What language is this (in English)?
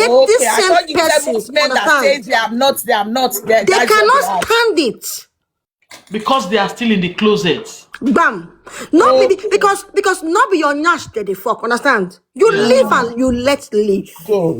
Nigerian Pidgin